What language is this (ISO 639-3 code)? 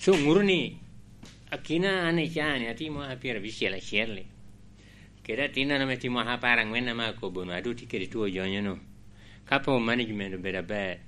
laj